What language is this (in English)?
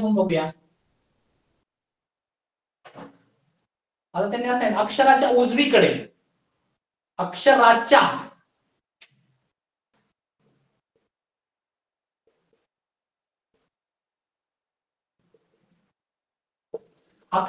Marathi